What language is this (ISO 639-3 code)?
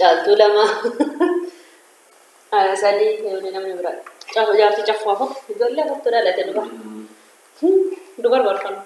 orm